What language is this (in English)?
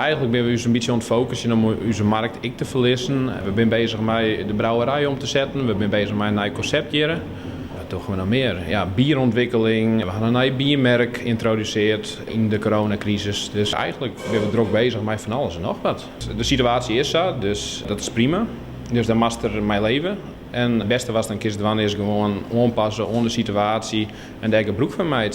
Western Frisian